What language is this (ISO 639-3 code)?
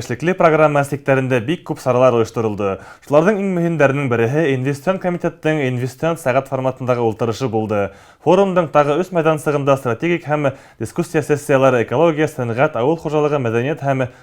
bak